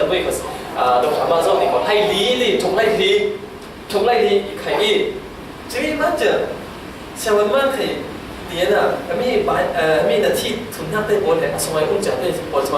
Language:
Falam Chin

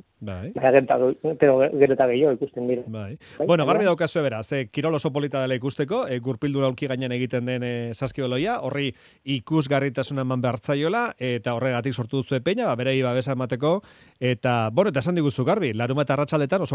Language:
Basque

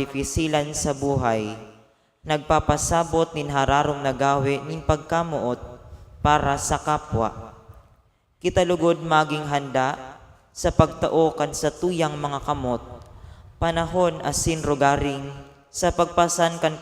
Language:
Bikol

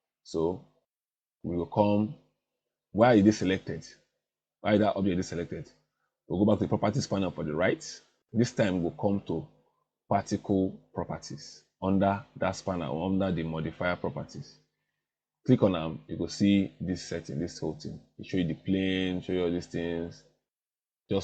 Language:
Nigerian Pidgin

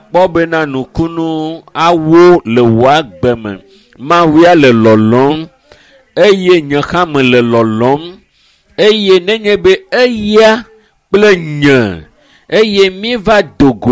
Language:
Ewe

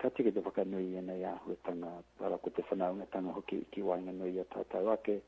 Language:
Māori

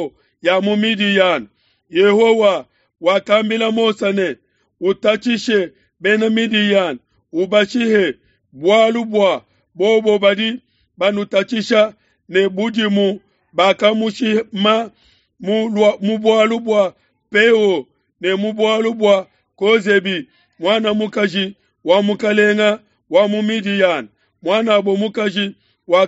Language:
Luba-Lulua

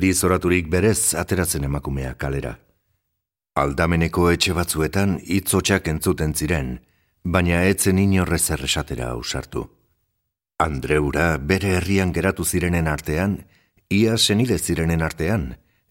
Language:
Basque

